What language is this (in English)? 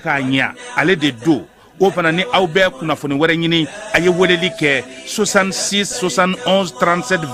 Bambara